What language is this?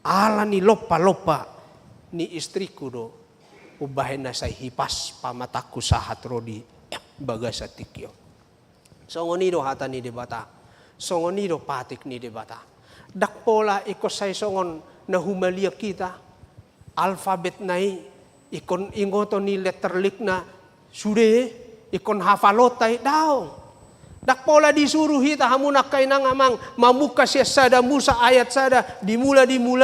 Batak Toba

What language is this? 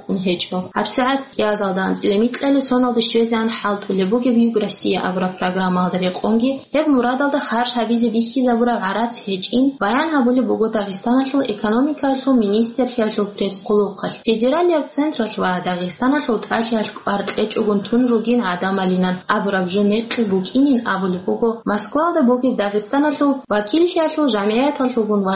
Avaric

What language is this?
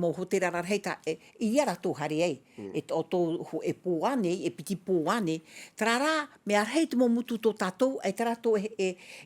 Tahitian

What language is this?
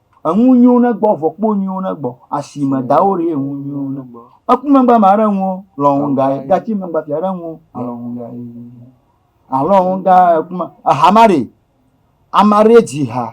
Ewe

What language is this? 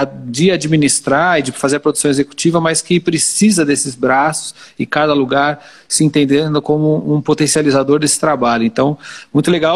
Portuguese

